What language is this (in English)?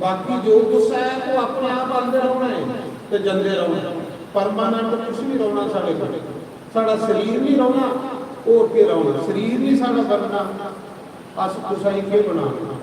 Dogri